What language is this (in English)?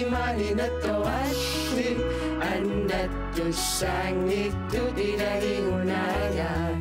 Kalaallisut